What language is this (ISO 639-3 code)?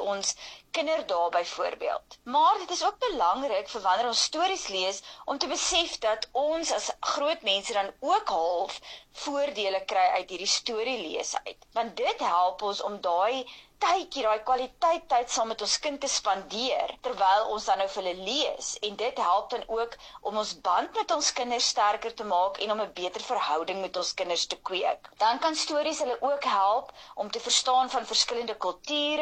afr